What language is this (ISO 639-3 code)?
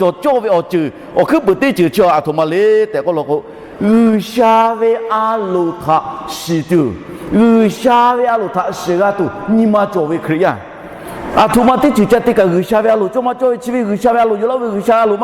lhu